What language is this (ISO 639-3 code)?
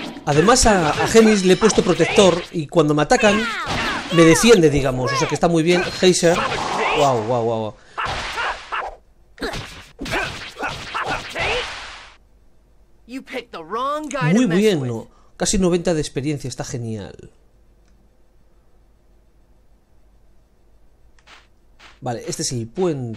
spa